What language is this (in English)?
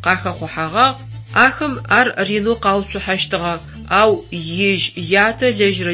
Adyghe